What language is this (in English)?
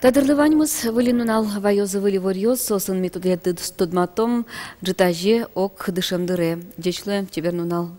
Udmurt